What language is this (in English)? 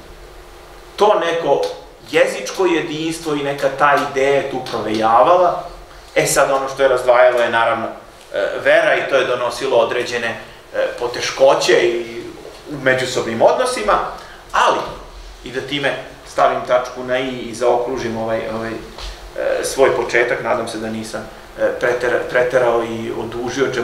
Serbian